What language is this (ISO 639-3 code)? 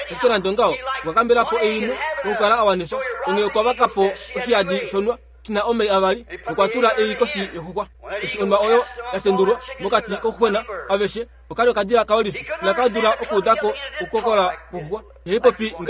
kua